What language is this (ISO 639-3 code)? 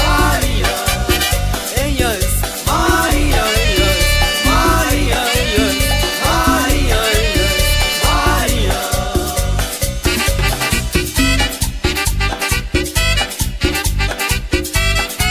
spa